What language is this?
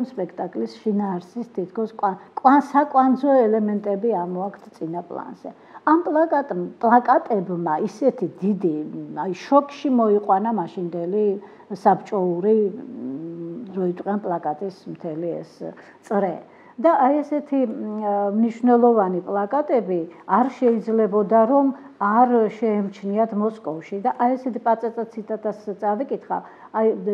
Georgian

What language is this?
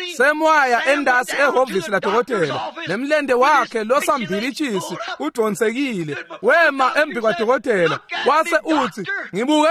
Swati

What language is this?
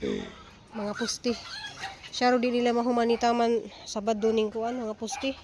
Cebuano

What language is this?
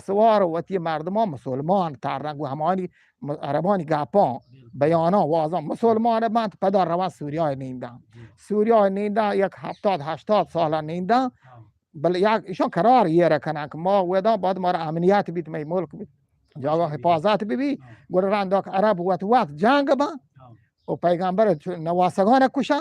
Eastern Balochi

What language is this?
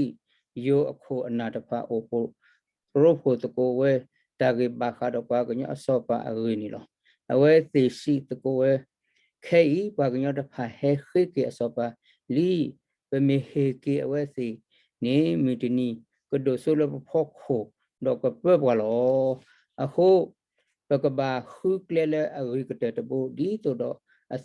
S'gaw Karen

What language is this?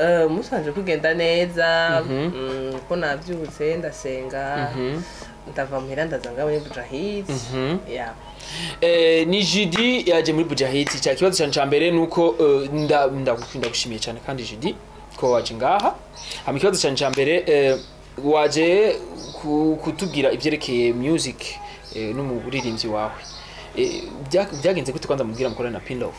Rundi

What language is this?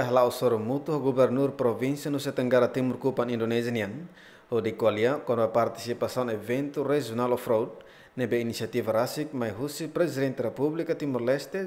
Tetum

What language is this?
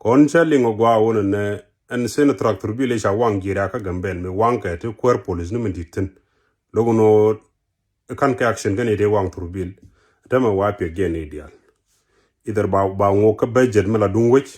Nuer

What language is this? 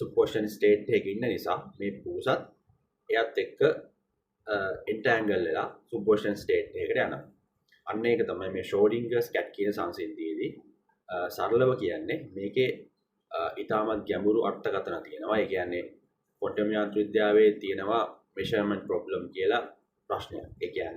Sinhala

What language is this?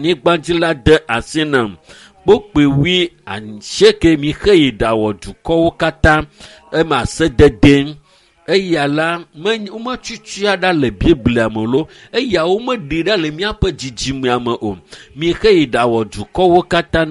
Ewe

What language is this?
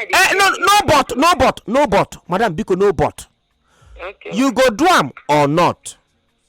Nigerian Pidgin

